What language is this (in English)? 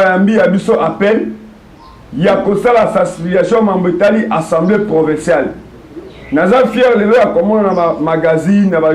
Lingala